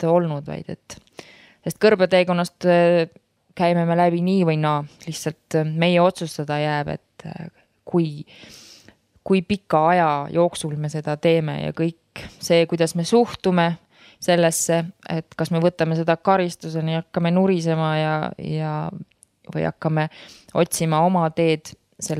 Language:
Estonian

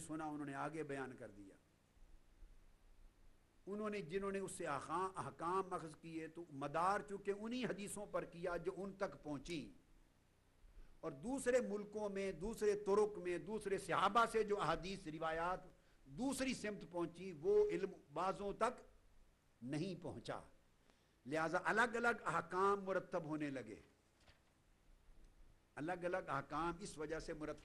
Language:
Urdu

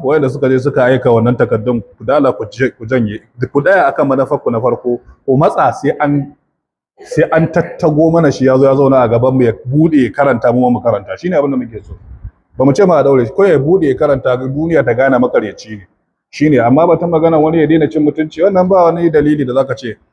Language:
Hausa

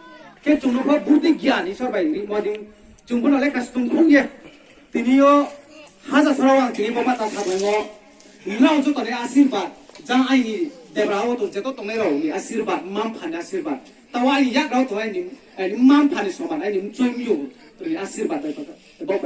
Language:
Riang (India)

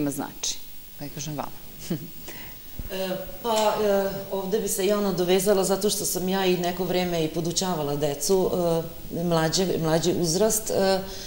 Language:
Serbian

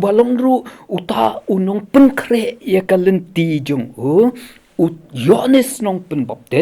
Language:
Khasi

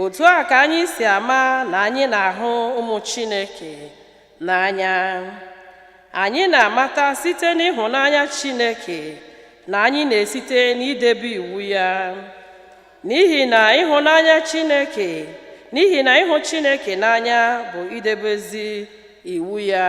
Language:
Igbo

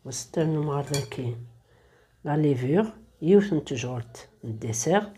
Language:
Kabyle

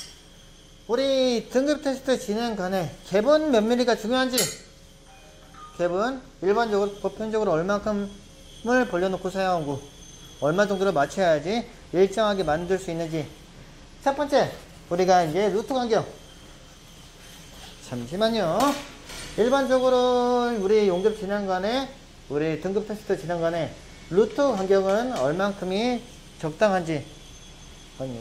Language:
Korean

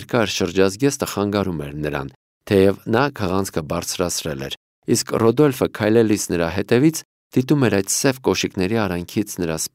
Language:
Armenian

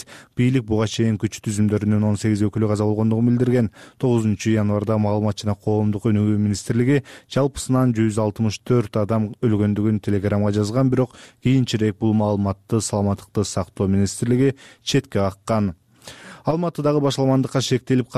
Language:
Kyrgyz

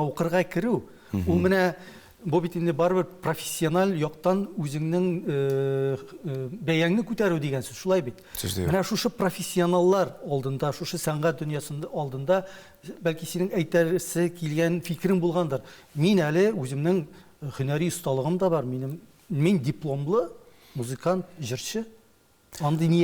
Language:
Tatar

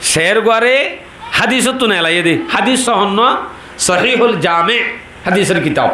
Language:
Rohingya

